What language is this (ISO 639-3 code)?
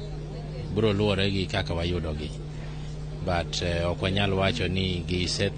luo